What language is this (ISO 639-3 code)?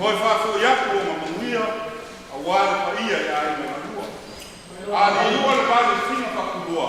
smo